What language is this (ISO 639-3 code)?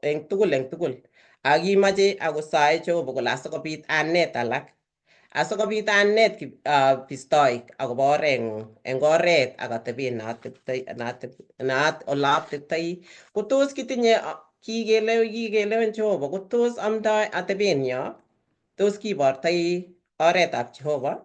kln